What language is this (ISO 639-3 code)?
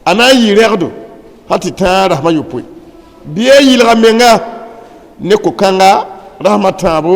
mos